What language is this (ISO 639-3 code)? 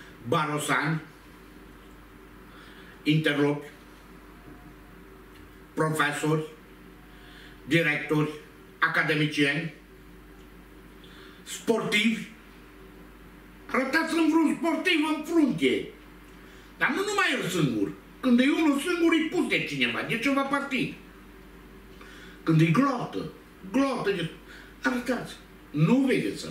ron